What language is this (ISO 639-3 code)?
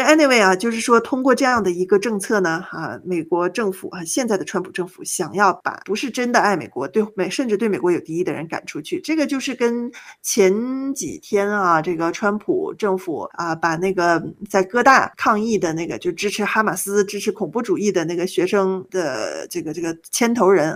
zho